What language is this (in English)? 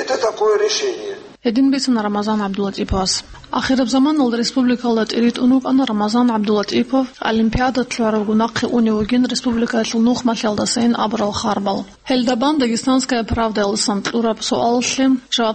Avaric